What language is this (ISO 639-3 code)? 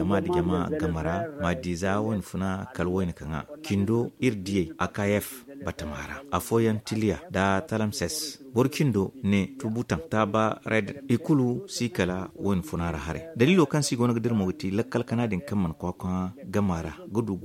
dje